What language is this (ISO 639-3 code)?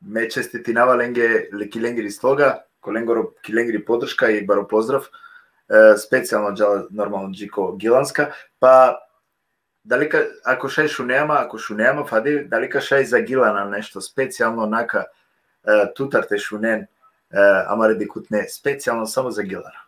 rmn